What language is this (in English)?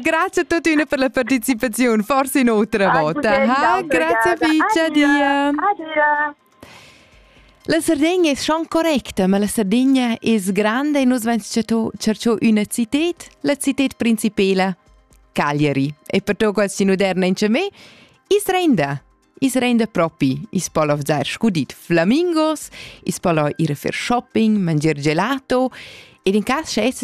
Romansh